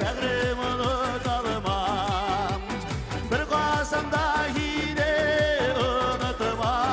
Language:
Bashkir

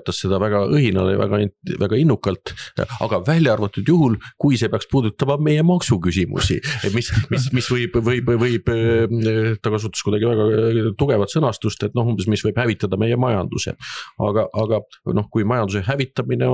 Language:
Estonian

